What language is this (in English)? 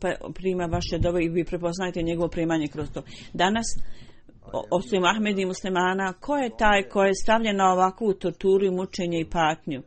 Bosnian